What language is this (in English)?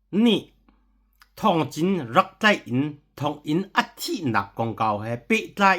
Hakha Chin